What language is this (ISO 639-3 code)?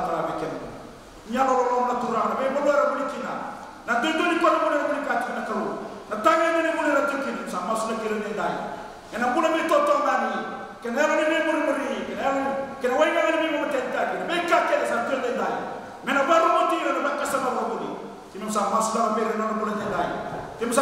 fij